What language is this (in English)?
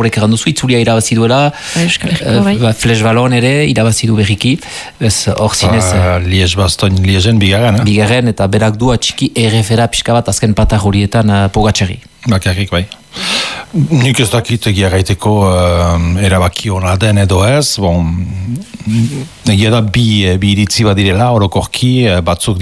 Basque